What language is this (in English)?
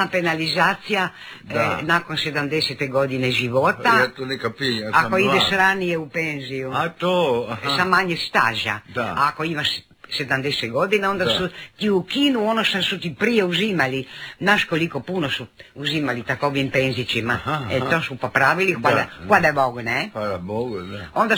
Croatian